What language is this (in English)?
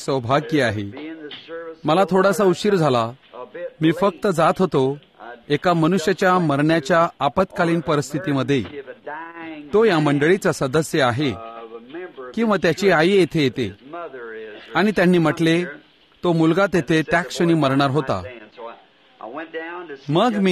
Marathi